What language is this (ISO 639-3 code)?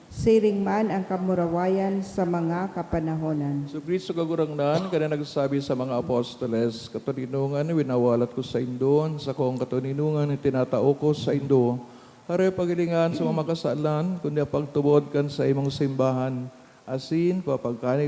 bik